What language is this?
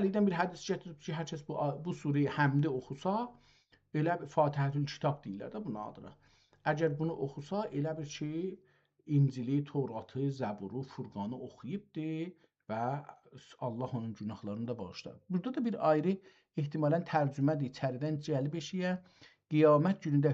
South Azerbaijani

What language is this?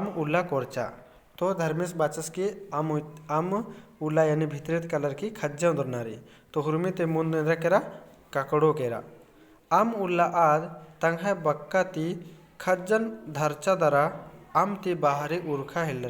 Kurukh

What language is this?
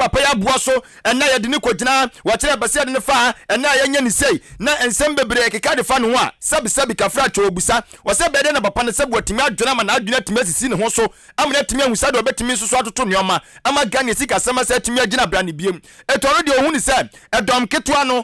Akan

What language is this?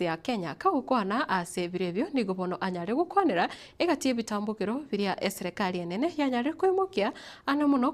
Gusii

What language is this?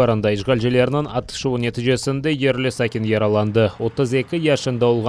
Crimean Tatar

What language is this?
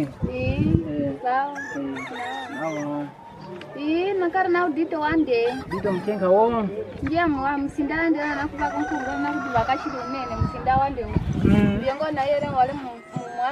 Kwangali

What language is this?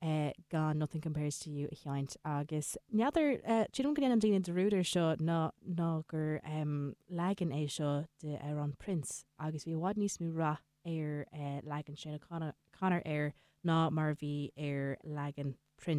Irish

